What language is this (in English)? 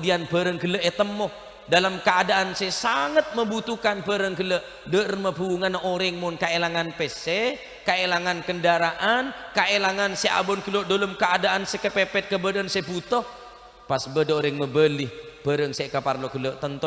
Madurese